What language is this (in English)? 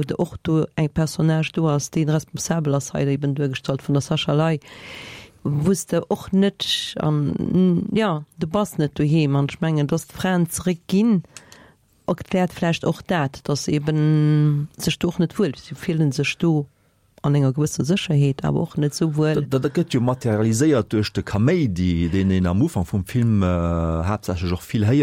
Luxembourgish